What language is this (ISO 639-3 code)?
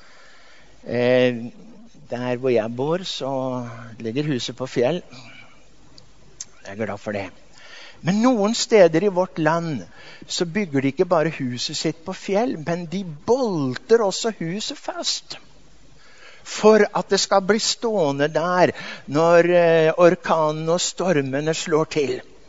nor